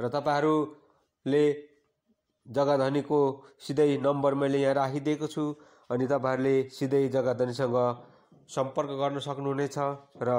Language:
Nepali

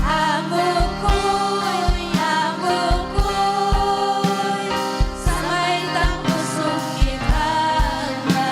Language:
Ayacucho Quechua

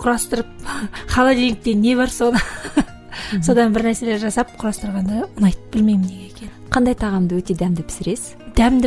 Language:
Kazakh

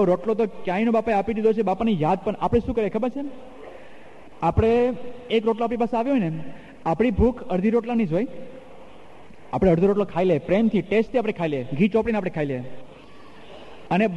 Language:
Gujarati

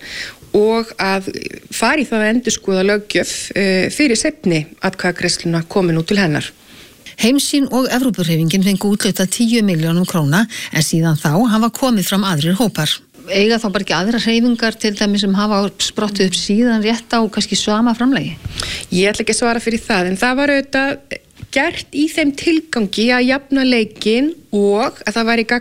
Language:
Icelandic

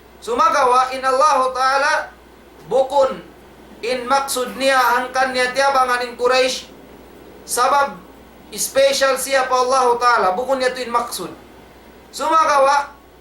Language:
Tausug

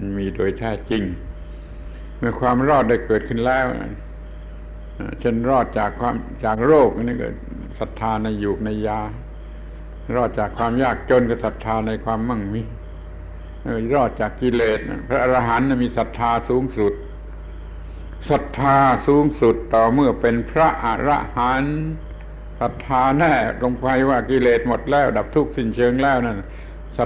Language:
Thai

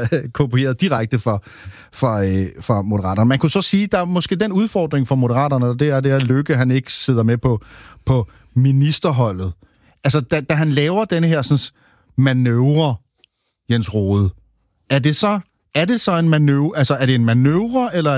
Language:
Danish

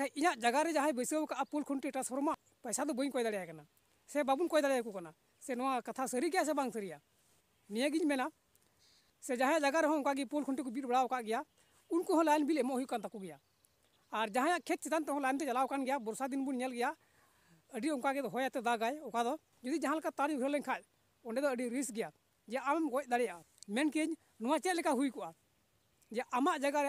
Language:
Santali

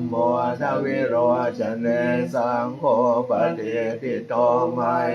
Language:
Pali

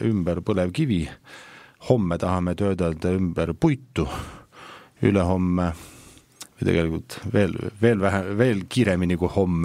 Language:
Estonian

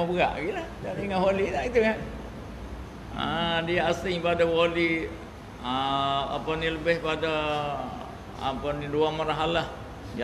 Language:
Malay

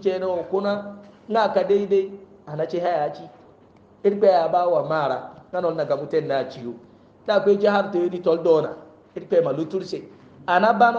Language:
Hausa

